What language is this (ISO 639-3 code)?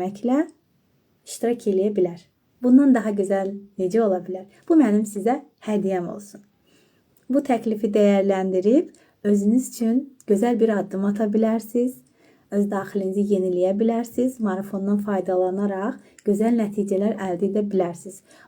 aze